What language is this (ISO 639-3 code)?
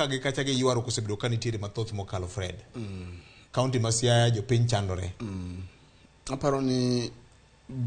luo